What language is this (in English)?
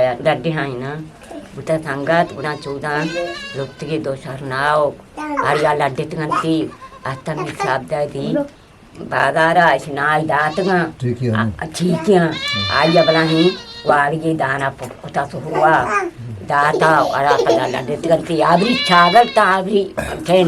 Eastern Balochi